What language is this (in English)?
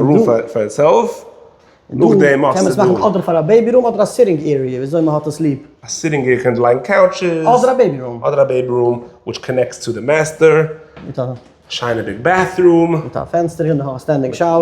Yiddish